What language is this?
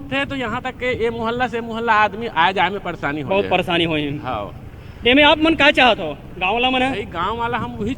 Chhattisgarhi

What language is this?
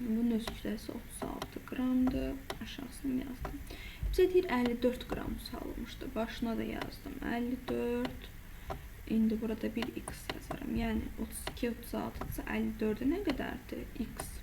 Azerbaijani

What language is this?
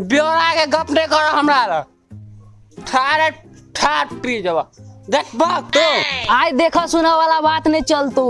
Maithili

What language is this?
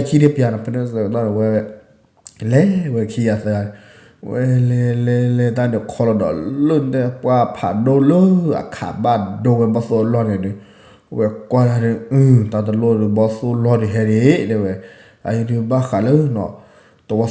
S'gaw Karen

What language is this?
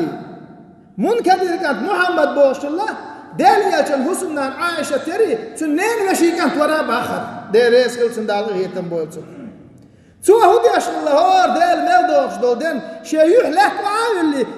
Chechen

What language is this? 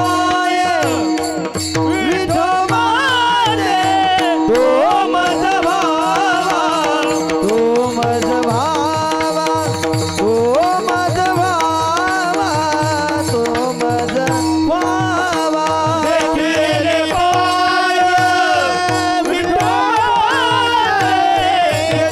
Marathi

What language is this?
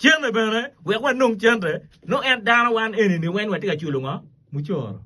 Acoli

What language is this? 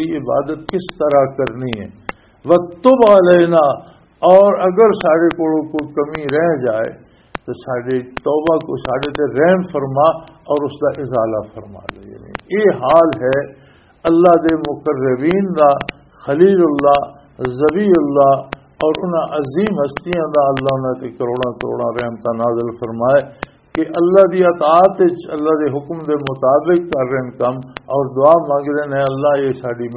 Western Panjabi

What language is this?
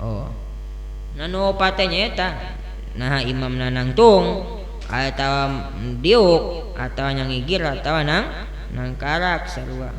Sundanese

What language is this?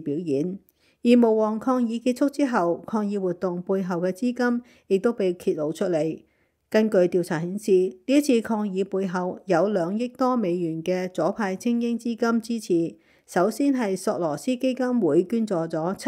Cantonese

